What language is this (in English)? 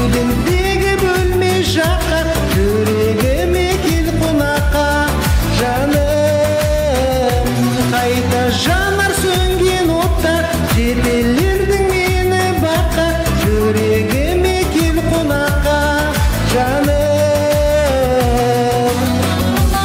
Kazakh